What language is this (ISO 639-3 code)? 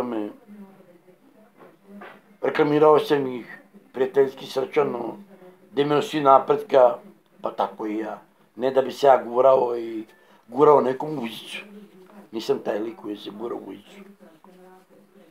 srp